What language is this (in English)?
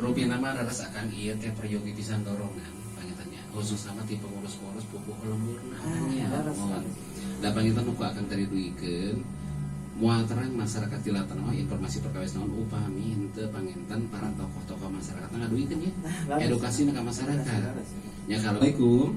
Sundanese